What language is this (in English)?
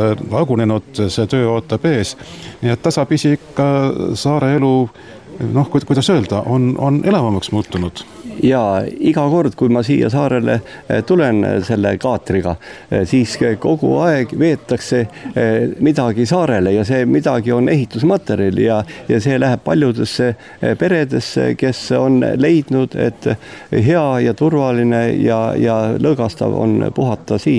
Estonian